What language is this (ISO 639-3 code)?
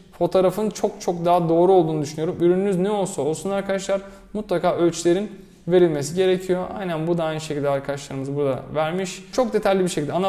tur